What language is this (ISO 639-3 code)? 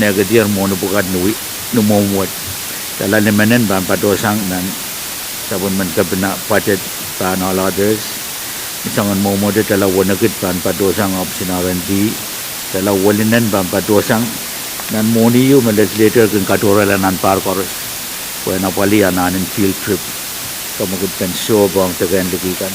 pon